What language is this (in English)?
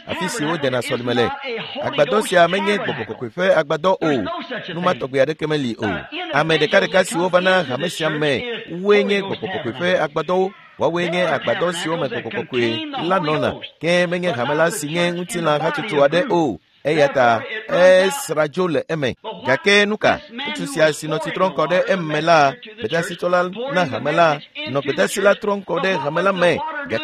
Ewe